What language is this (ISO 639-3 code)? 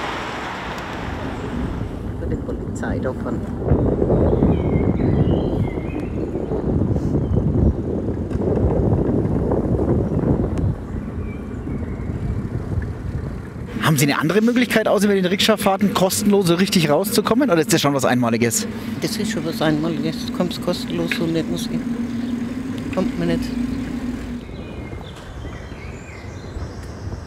deu